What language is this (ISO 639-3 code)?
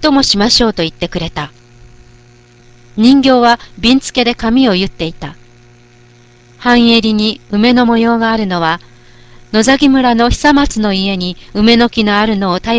jpn